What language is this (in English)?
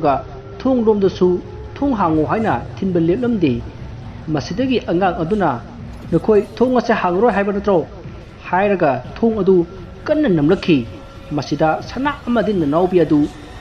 Manipuri